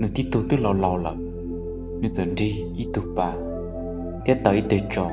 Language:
Hmong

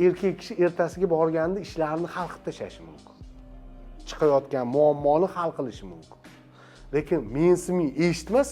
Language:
Uzbek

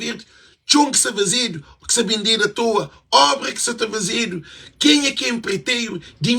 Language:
Kabuverdianu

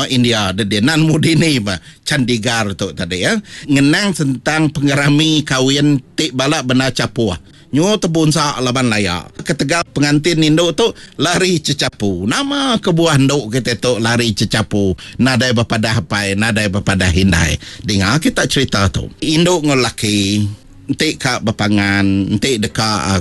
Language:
Iban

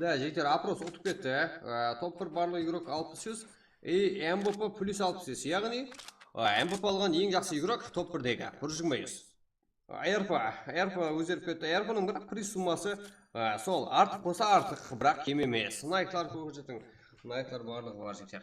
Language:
Kara-Kalpak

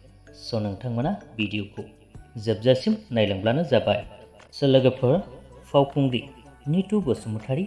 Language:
Bodo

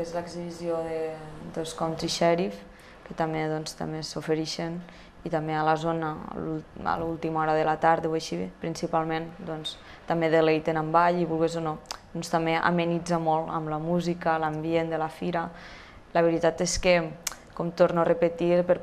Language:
Catalan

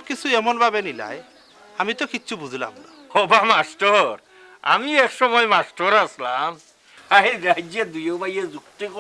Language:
Sylheti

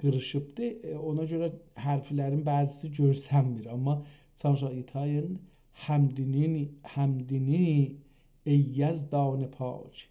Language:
South Azerbaijani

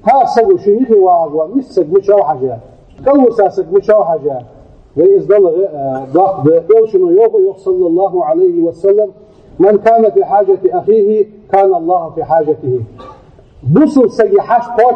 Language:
Ingush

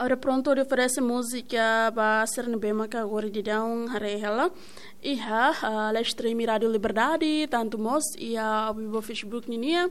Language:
Tetum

